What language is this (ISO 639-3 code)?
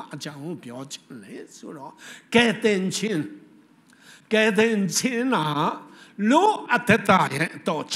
mya